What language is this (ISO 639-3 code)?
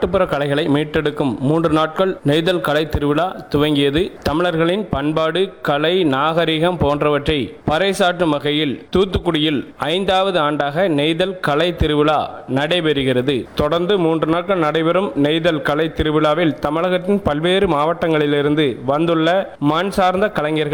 tam